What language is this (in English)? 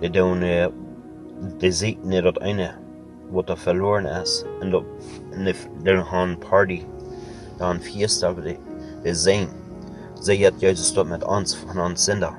Plautdietsch